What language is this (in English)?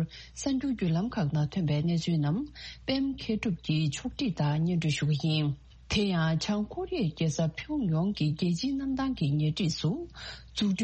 Tibetan